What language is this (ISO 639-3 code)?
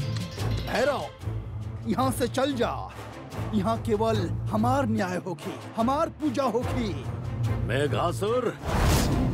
bho